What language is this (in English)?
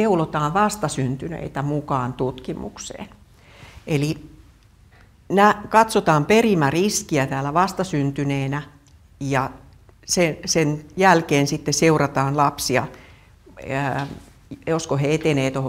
Finnish